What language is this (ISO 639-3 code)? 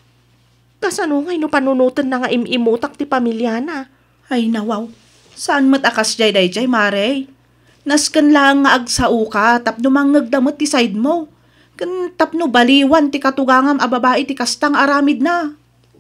ilo